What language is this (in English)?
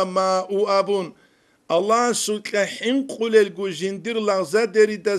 Avaric